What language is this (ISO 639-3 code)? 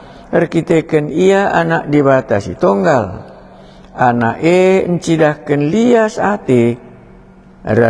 btx